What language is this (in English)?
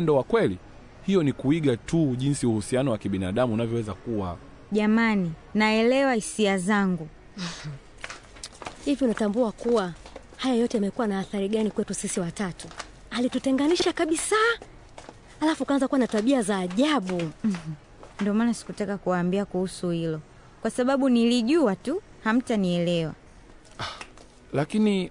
Swahili